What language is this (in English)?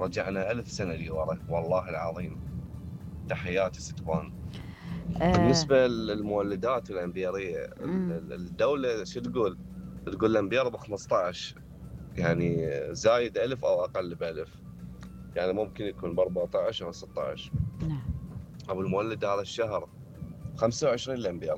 Mesopotamian Arabic